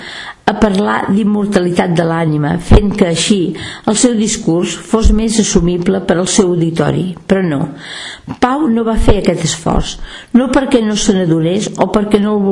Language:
Catalan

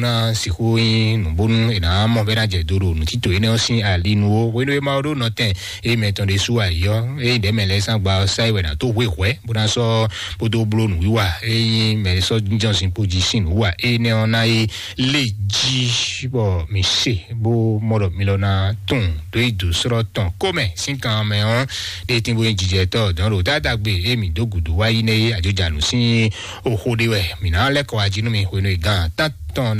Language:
Fon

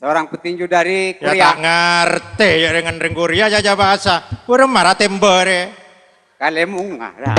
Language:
Madurese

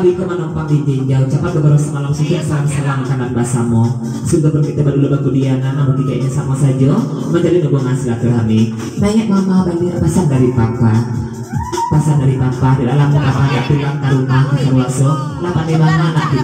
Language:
Minangkabau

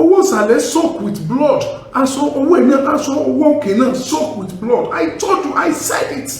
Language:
Yoruba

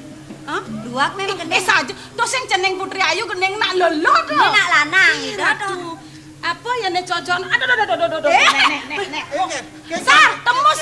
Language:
Balinese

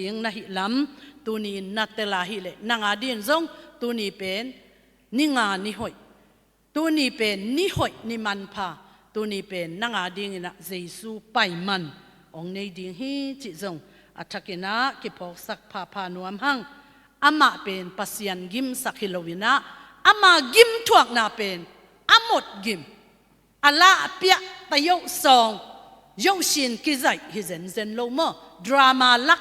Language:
Tedim Chin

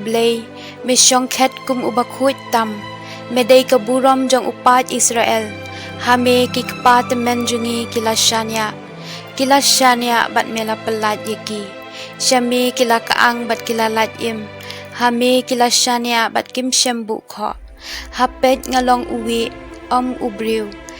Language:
Khasi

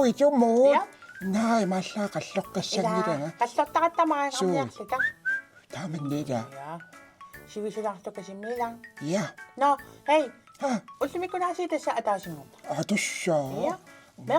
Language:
Kalaallisut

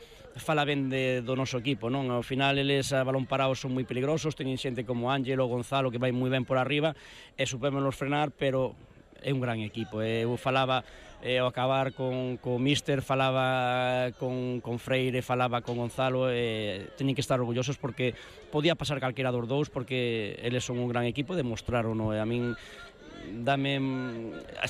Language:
Galician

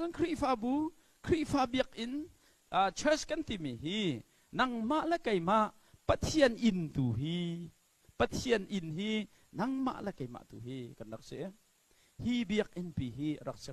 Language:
Hakha Chin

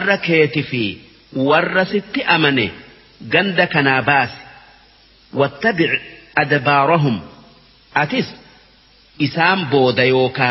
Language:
Oromo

